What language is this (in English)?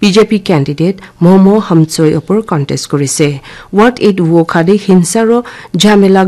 Naga Pidgin